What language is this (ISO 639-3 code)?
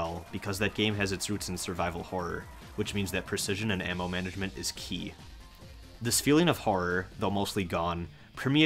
eng